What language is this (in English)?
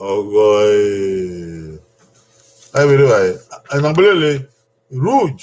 Bini